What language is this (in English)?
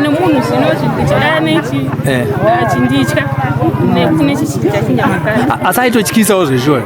Shona